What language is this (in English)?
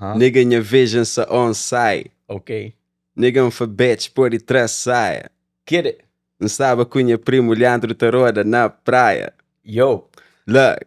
Kabuverdianu